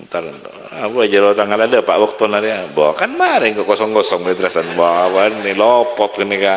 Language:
Madurese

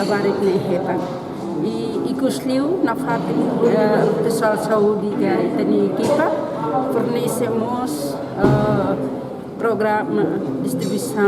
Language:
Tetum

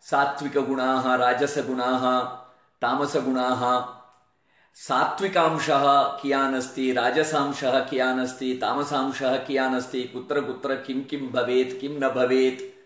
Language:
Sanskrit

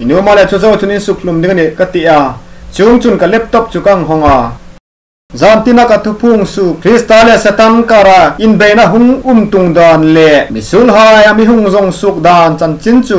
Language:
Hmar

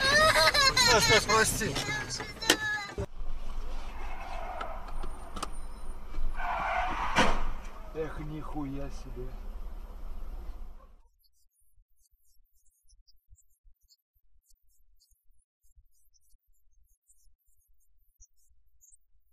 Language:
Russian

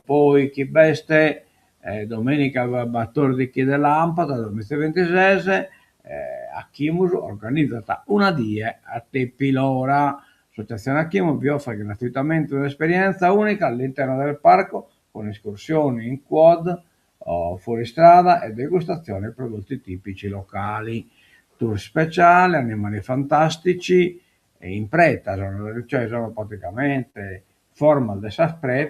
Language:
Sardinian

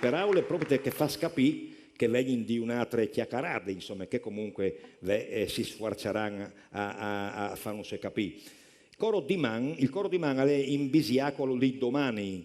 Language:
Friulian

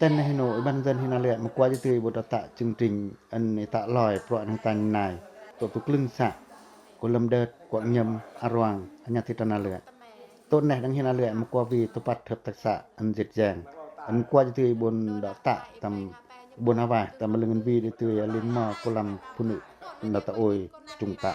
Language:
Pacoh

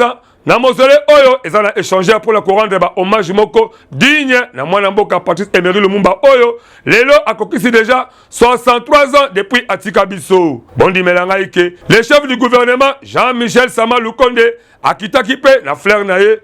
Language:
Lingala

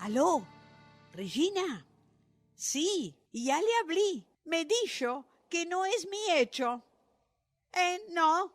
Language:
Ladino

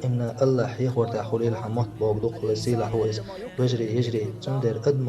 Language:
Chechen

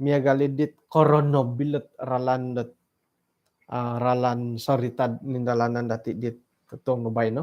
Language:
Central Dusun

